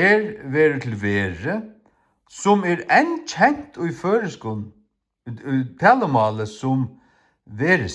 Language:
Faroese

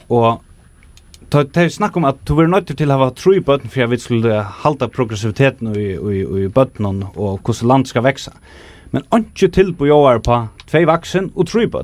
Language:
Faroese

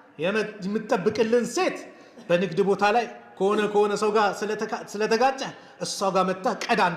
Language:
Amharic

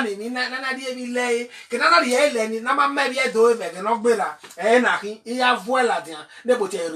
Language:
Bini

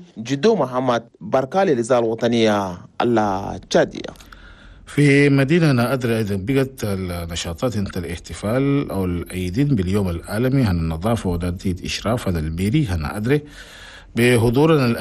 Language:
Chadian Arabic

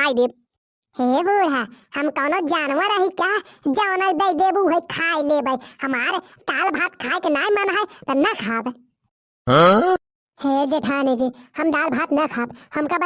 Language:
Bhojpuri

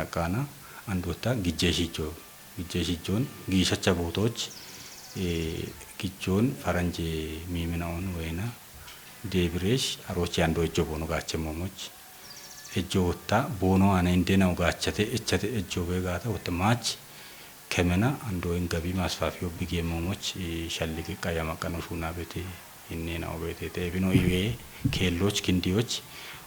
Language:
Kafa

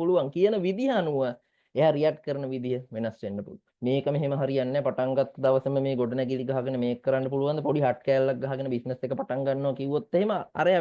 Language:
Sinhala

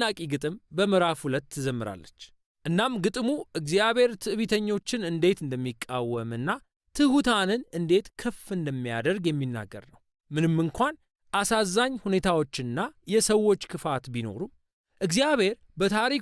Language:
Amharic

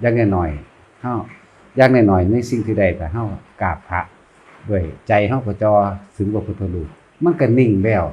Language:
Northeastern Thai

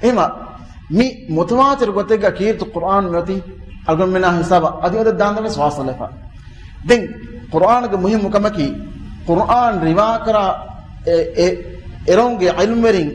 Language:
Divehi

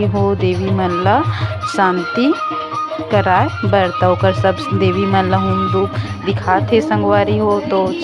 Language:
Chhattisgarhi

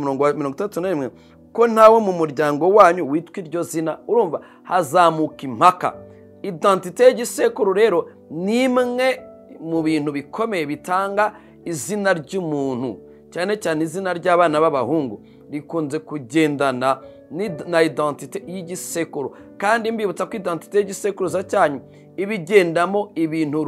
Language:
Kinyarwanda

